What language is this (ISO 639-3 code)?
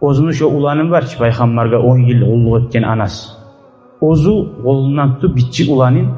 kum